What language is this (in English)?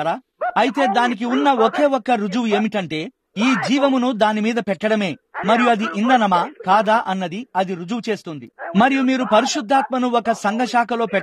Telugu